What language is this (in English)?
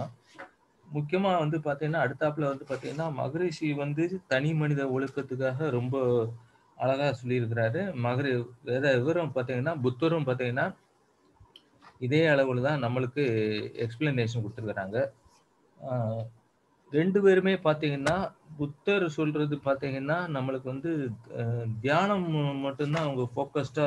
Tamil